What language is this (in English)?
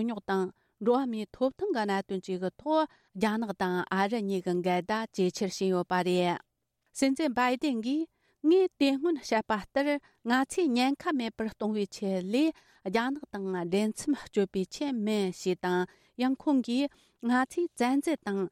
Tibetan